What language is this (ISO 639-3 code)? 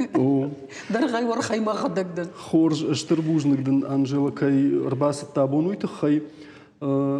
oss